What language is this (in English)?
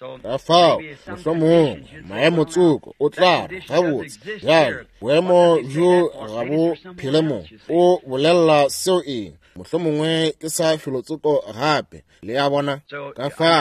Northern Sotho